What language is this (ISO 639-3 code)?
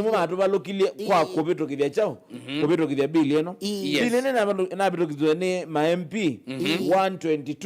kam